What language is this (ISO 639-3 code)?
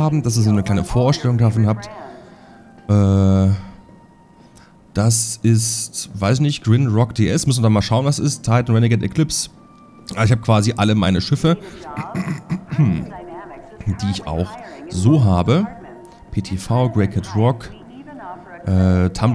deu